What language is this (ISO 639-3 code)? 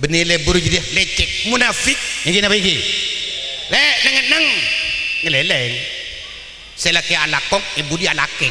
mad